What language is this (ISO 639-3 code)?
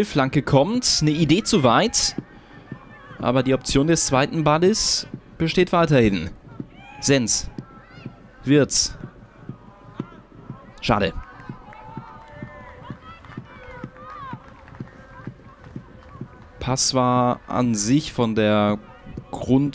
deu